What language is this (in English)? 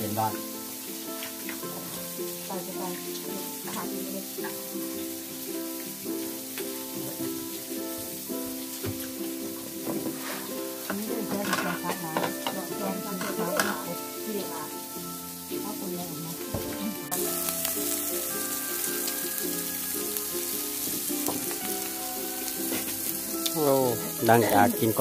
Thai